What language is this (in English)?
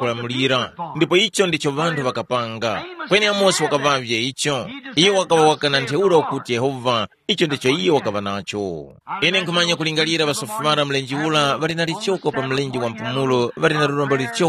Tumbuka